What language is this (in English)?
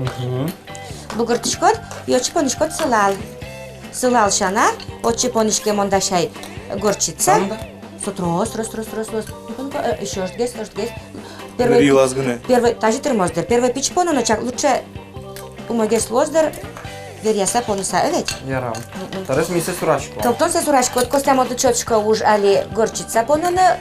Udmurt